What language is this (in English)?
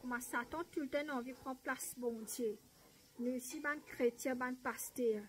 Morisyen